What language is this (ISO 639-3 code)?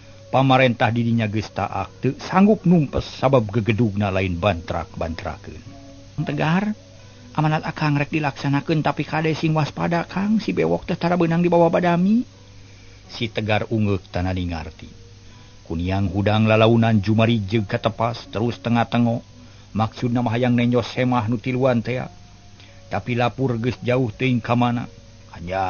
sun